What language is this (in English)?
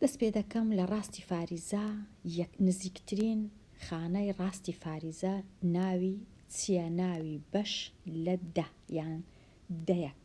Central Kurdish